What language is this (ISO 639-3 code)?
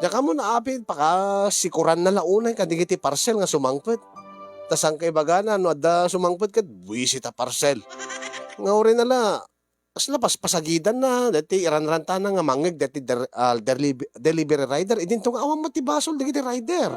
ilo